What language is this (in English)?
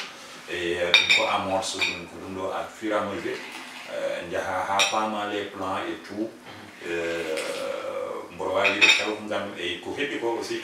Fula